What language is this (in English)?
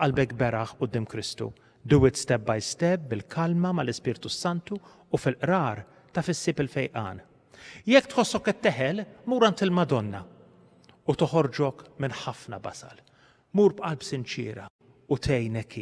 Maltese